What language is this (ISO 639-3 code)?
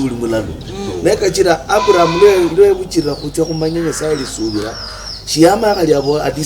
luy